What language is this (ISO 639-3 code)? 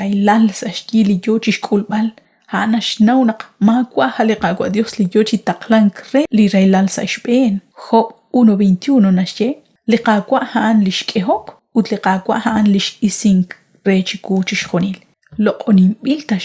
kek